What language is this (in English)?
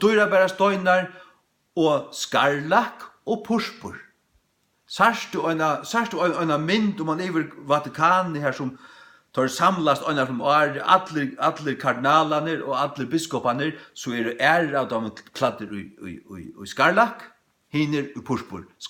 Faroese